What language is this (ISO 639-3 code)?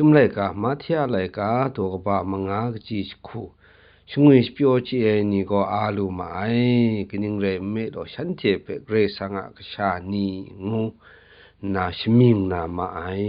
kac